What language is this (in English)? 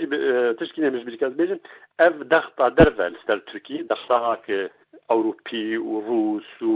Kurdish